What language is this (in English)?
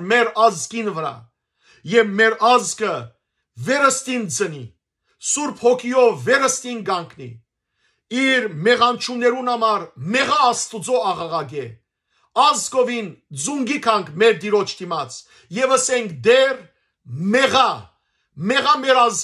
Western Armenian